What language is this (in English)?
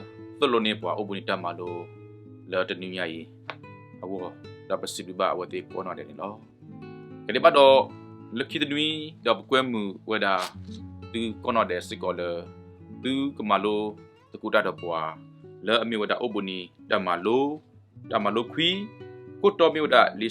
S'gaw Karen